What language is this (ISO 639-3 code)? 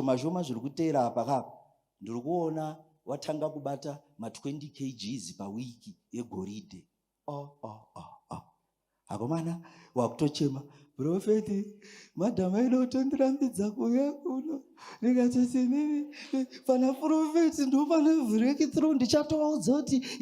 sna